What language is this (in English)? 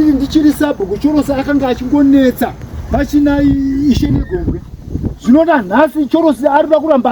Shona